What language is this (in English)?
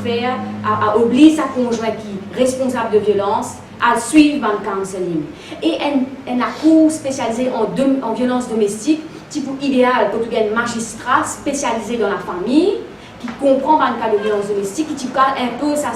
Morisyen